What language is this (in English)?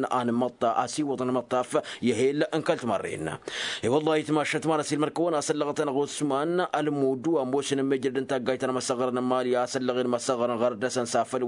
Tamasheq